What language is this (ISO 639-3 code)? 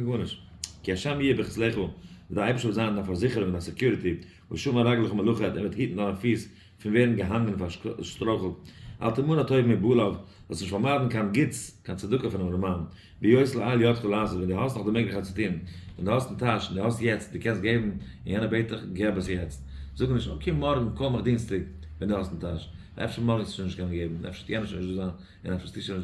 yid